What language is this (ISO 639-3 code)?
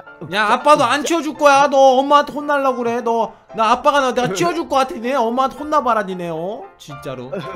kor